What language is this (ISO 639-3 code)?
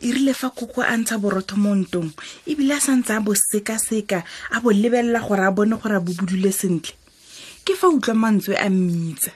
tsn